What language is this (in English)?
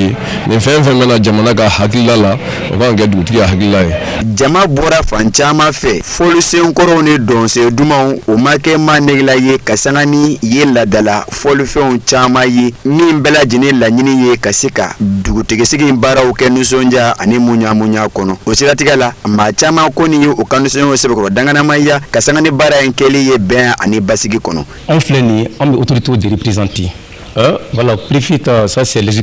Bambara